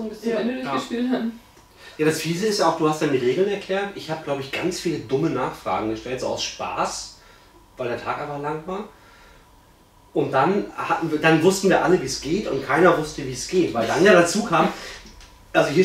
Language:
German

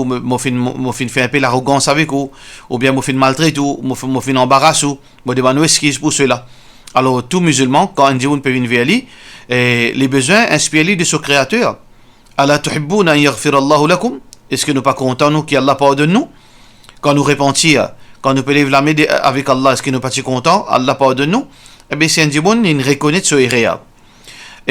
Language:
Morisyen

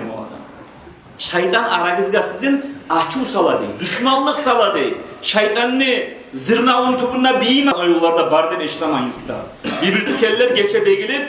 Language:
Kumyk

